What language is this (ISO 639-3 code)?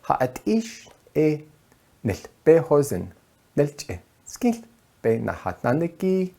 nav